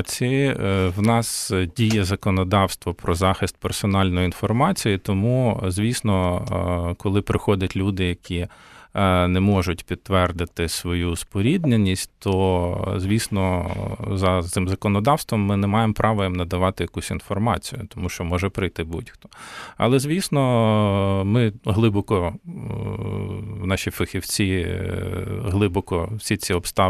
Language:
Ukrainian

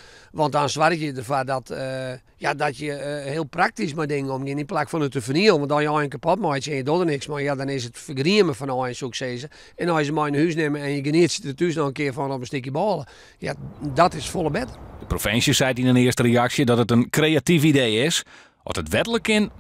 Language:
Western Frisian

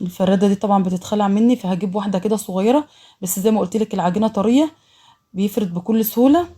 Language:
Egyptian Arabic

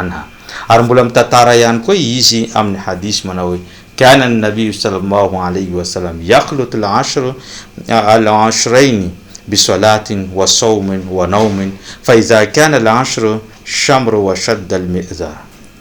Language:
Malagasy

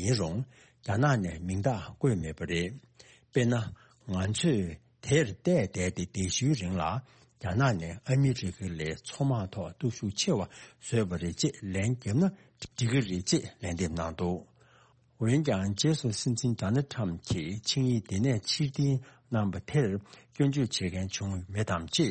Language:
Tibetan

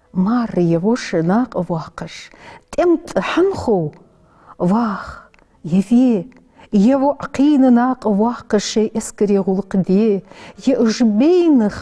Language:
Ingush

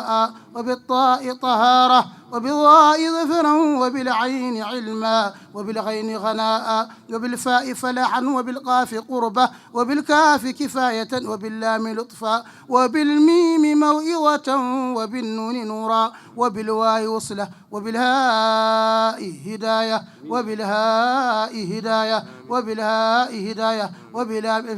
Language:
Fula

